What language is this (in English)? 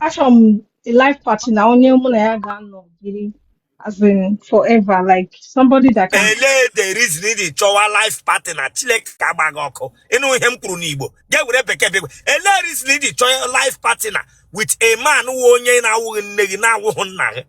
Igbo